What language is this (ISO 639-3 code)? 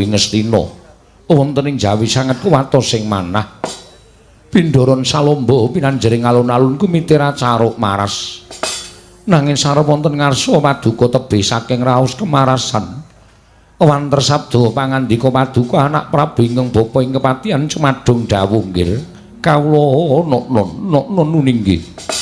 jav